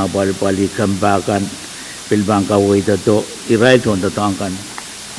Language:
Pohnpeian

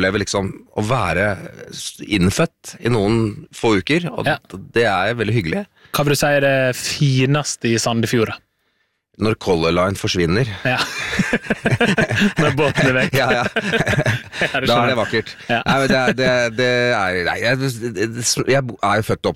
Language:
Norwegian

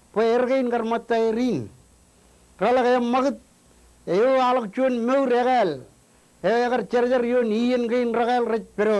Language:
Marshallese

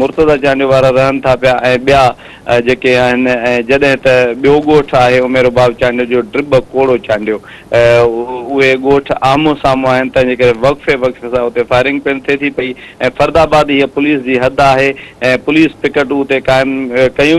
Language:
Sindhi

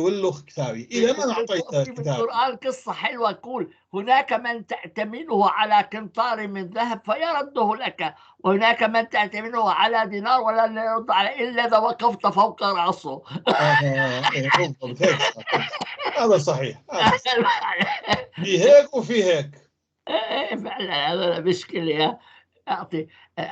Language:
North Levantine Arabic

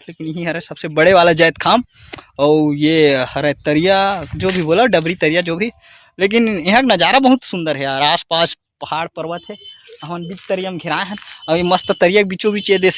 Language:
Chhattisgarhi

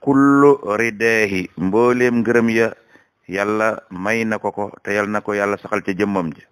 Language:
Wolof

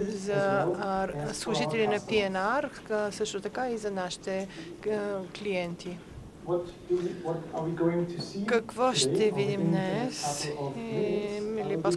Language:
Bulgarian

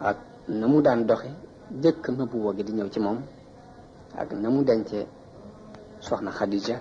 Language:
Wolof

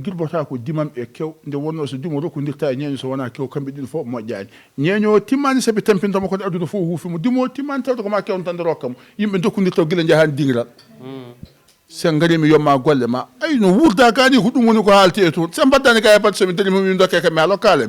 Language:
Fula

